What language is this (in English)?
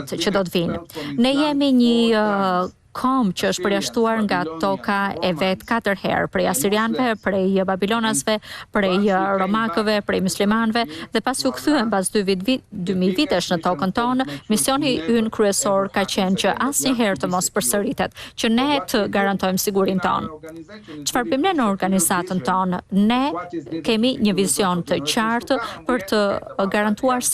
Albanian